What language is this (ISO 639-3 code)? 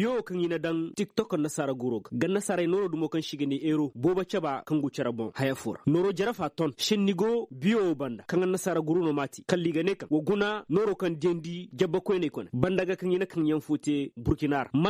ses